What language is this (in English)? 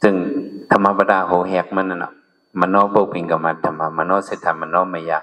Shan